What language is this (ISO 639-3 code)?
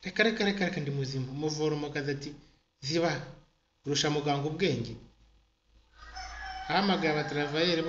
kin